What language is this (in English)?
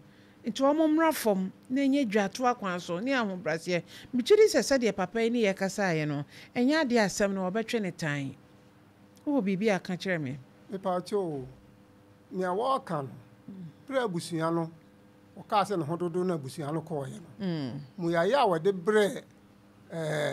Akan